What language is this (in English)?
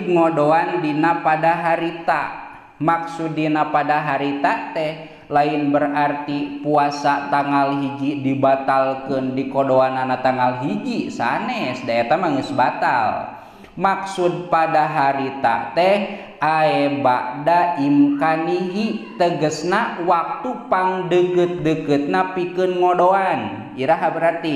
Sundanese